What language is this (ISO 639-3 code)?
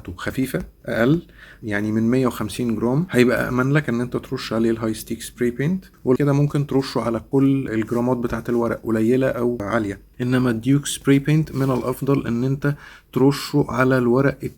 arz